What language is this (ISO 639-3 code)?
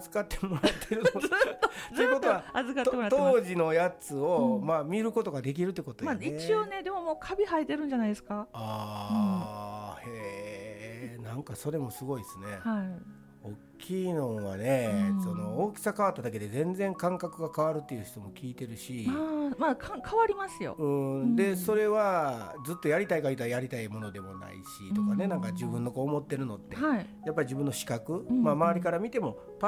jpn